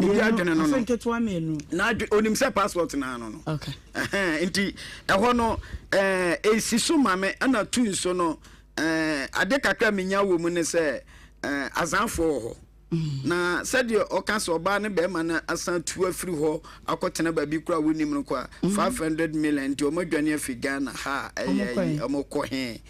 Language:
Akan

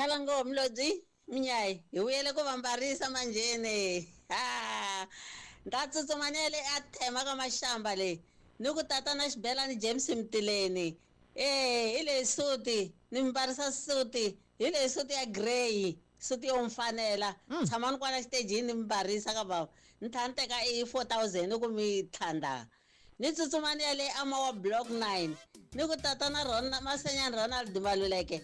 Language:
Tsonga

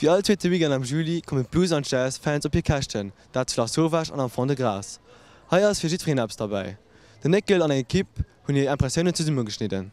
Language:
Luxembourgish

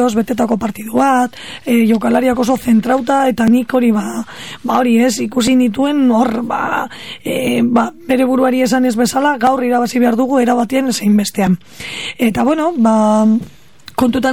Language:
Basque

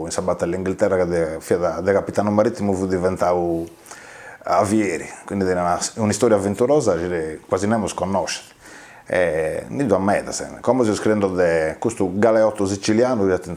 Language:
Sardinian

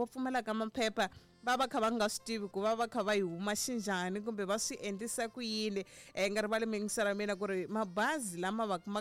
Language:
Tsonga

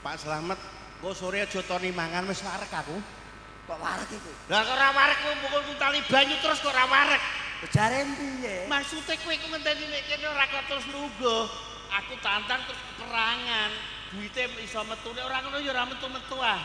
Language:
Javanese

